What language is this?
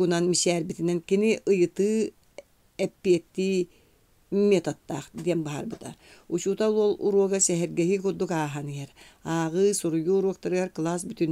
Yakut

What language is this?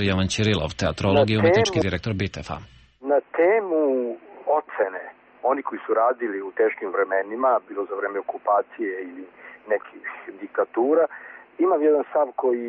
Serbian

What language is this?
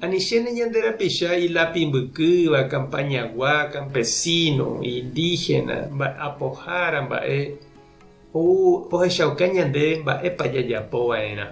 Guarani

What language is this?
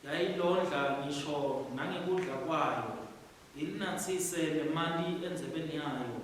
Swati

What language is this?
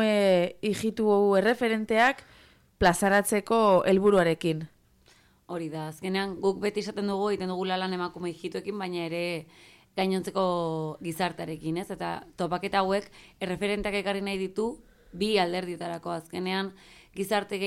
Basque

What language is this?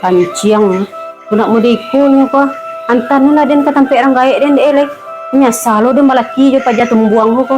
Minangkabau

